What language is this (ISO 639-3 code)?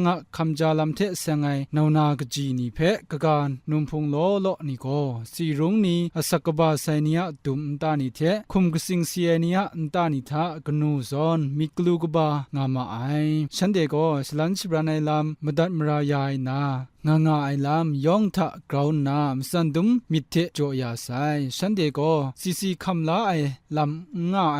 kac